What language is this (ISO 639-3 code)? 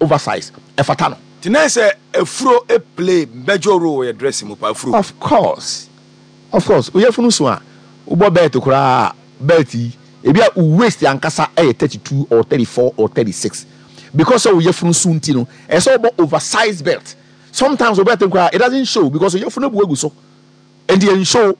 aka